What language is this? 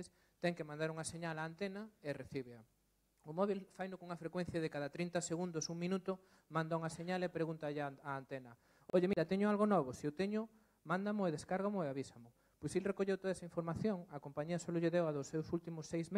Galician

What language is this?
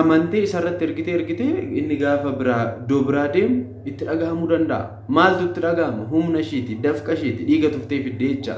Oromo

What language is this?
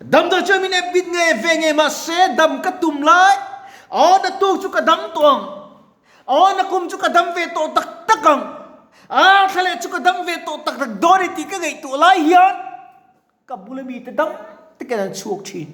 Mizo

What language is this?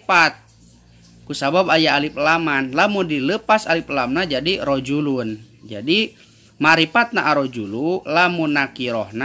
Sundanese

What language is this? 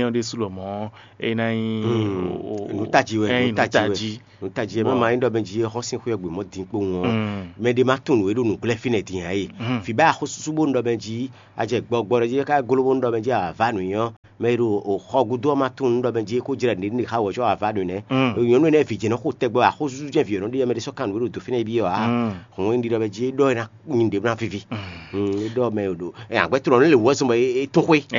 Fon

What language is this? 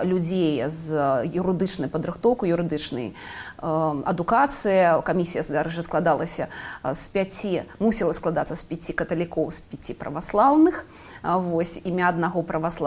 Belarusian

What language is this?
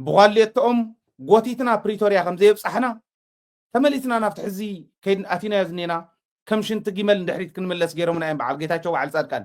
Tigrinya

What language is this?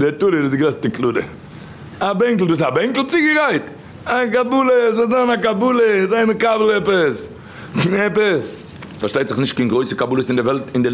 Yiddish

